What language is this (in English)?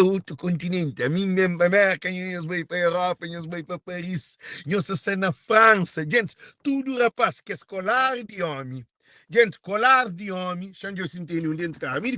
Kabuverdianu